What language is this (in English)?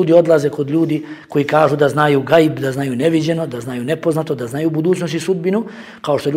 Bosnian